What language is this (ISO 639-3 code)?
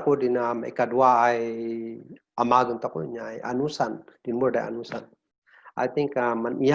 kne